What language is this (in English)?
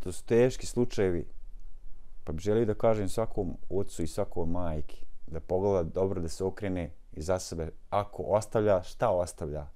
Bosnian